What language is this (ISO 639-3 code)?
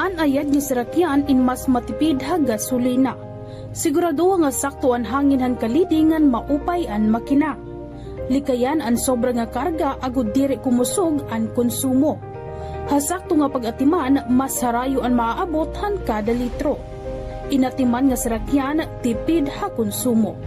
war